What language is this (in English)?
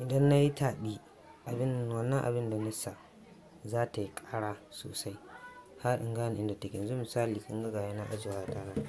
Hausa